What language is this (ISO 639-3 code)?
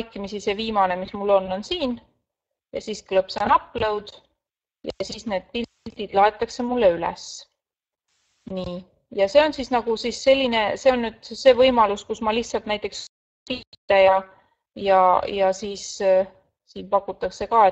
est